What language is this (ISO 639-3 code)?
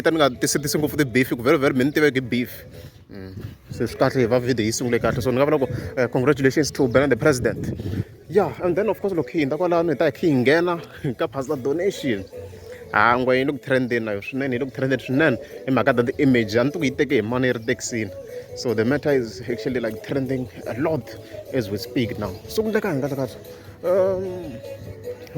tso